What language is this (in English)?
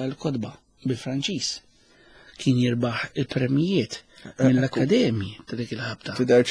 Maltese